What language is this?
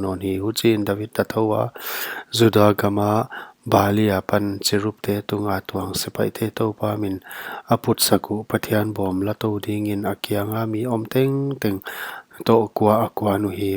Paite Chin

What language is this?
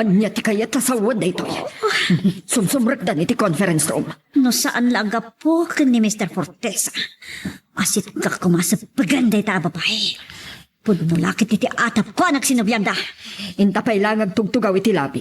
Iloko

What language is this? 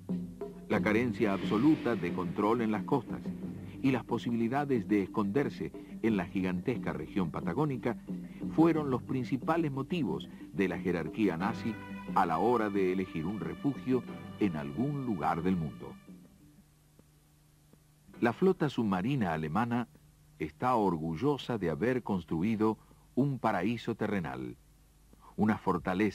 Spanish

